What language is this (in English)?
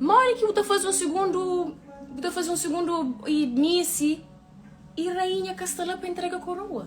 Kabuverdianu